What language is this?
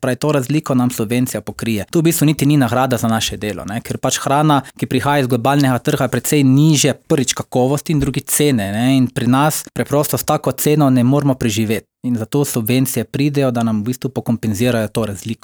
Slovenian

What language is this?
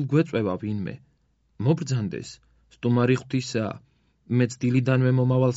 Georgian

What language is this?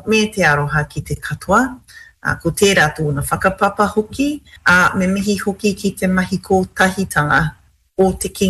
Māori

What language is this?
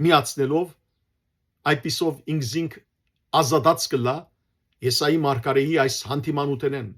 Western Armenian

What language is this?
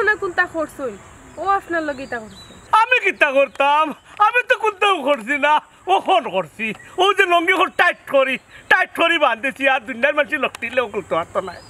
Sylheti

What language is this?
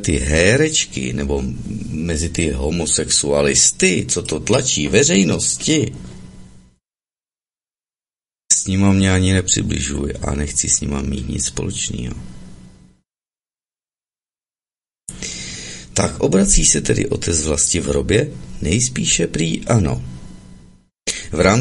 Czech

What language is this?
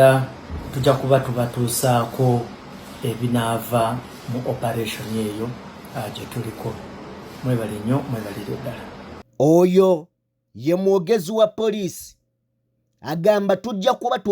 Ganda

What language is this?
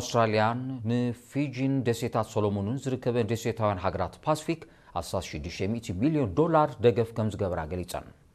Tigrinya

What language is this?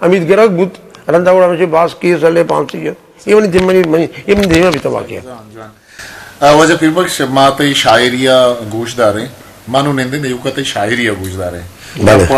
Eastern Balochi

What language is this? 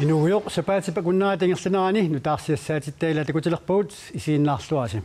Kalaallisut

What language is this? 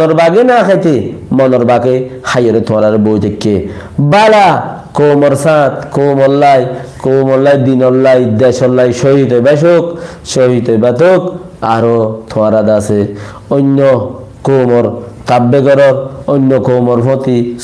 Rohingya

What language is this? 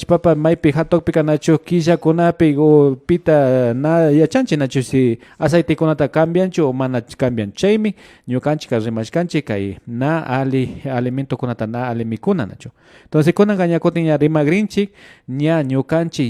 Imbabura Highland Quichua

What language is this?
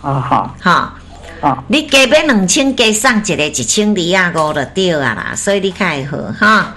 Min Nan Chinese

